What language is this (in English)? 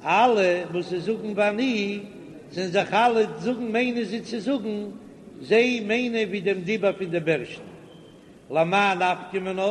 Yiddish